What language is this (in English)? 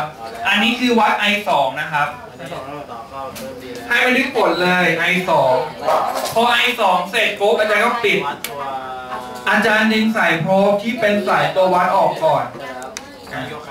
Thai